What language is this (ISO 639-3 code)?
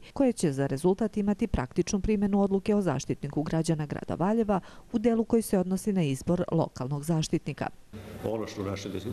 srp